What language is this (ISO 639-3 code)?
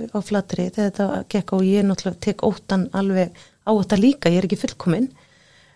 isl